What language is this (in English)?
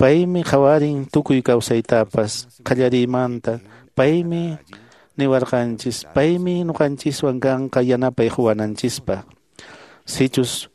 Quechua